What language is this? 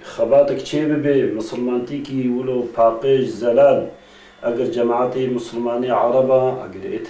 Kurdish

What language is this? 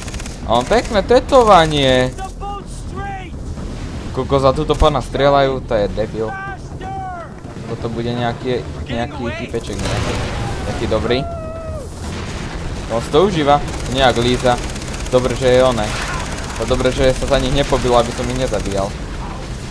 Slovak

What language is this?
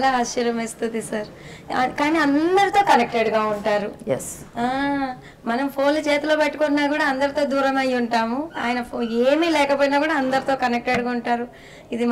Telugu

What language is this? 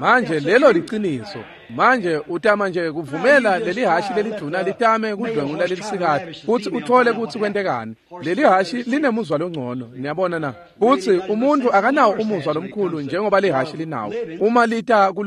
Swati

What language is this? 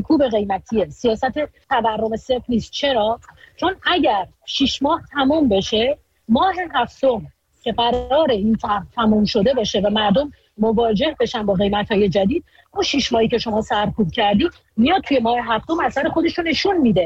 Persian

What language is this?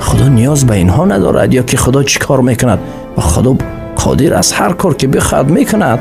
Tajik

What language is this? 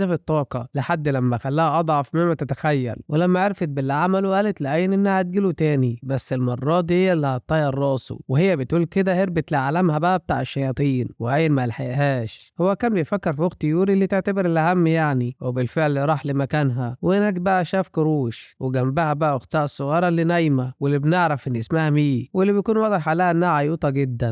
Egyptian Arabic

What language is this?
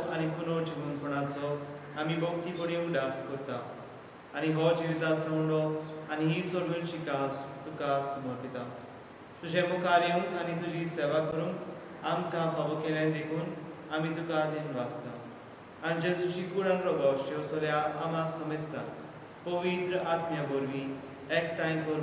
Konkani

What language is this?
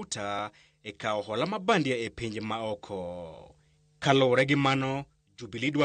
Luo (Kenya and Tanzania)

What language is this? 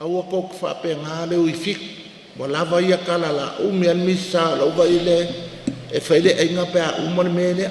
Samoan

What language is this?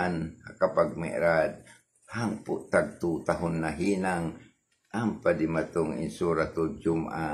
Tausug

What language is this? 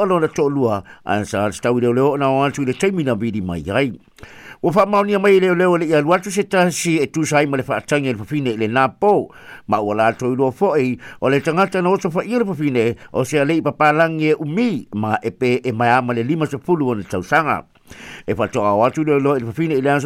Samoan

